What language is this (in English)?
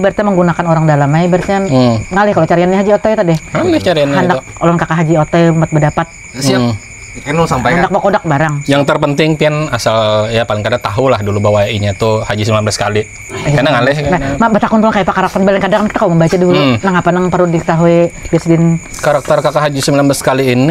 Banjar